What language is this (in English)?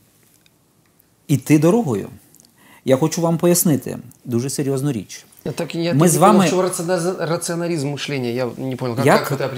Ukrainian